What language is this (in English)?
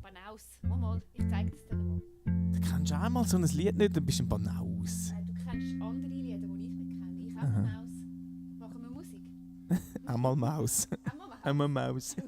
Swiss German